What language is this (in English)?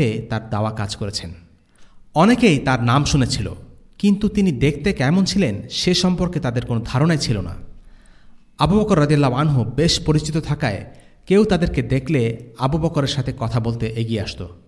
Bangla